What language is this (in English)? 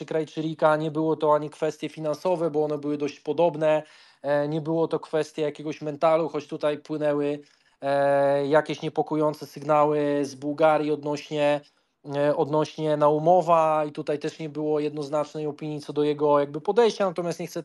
Polish